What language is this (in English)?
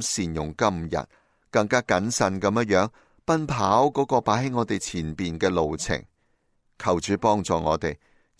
Cantonese